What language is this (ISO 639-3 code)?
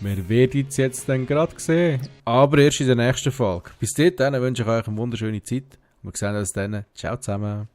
gsw